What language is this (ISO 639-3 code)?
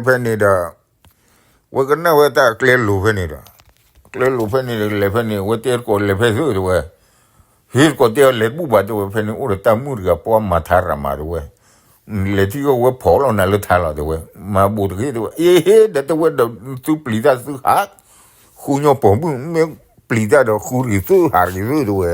ksw